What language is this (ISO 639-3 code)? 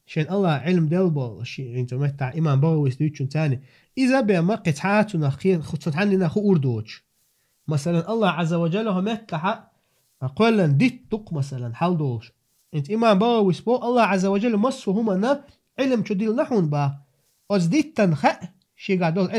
che